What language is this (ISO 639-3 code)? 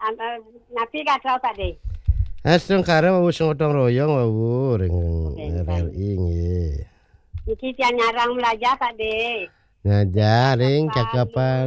ban